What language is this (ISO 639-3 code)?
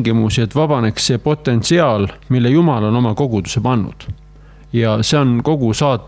est